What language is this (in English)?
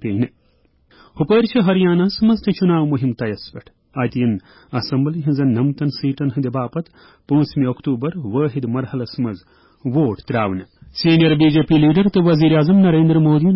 Kashmiri